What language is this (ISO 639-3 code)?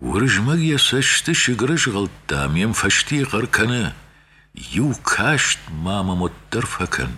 oss